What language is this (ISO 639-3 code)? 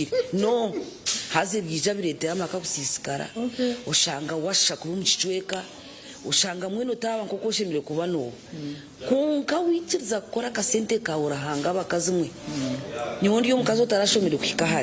nyn